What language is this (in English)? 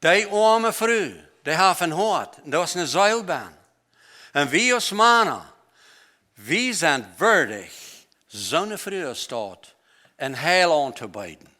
Plautdietsch